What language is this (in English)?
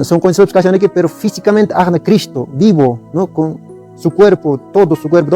Quechua